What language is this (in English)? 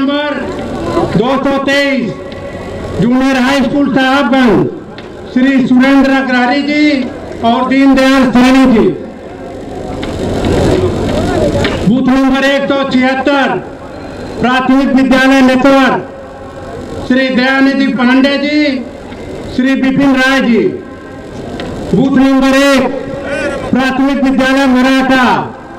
Hindi